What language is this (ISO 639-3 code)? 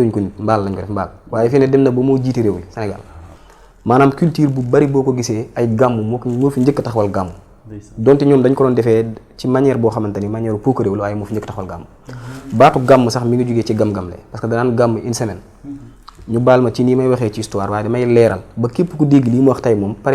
wol